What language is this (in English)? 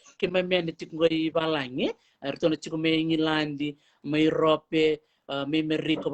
Fijian